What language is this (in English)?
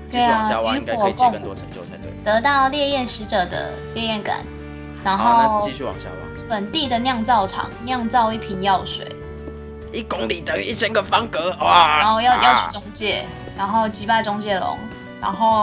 Chinese